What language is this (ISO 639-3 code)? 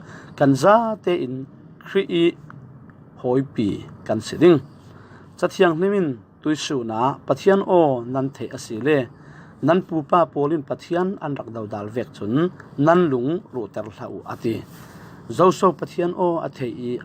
cfm